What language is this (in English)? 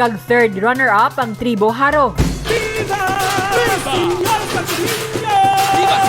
Hiligaynon